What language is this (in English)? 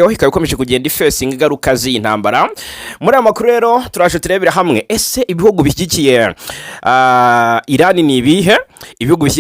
Kinyarwanda